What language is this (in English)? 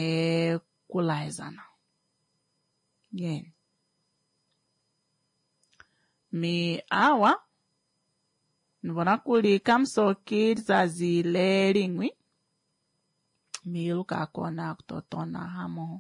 Swahili